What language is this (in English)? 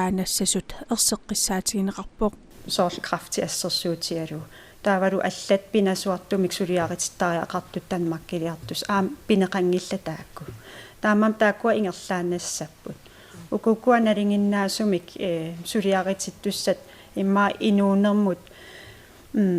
Kalaallisut